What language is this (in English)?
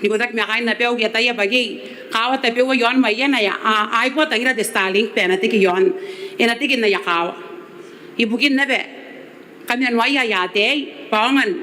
Gilbertese